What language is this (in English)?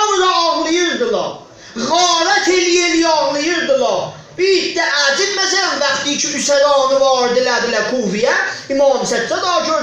South Azerbaijani